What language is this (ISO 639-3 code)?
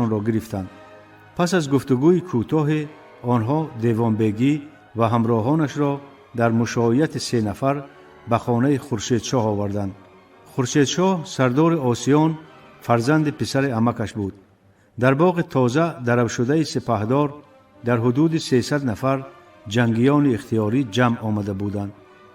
tgk